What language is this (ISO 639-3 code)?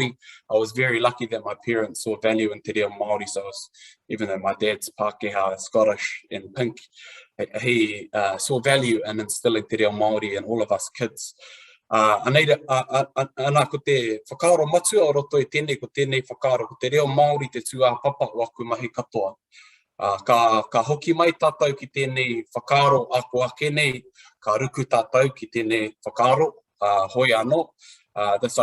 mri